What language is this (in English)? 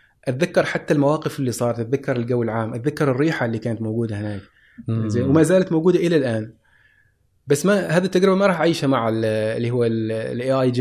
Gulf Arabic